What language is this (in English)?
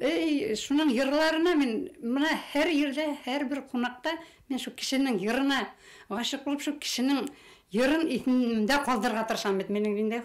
Bashkir